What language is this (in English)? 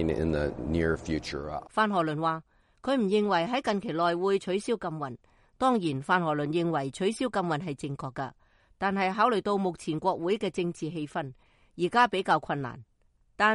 Cantonese